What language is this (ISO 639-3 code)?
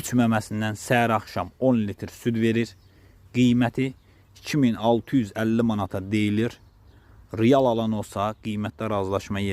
aze